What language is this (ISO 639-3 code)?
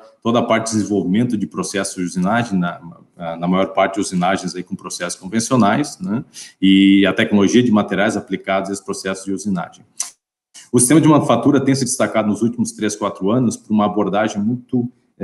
por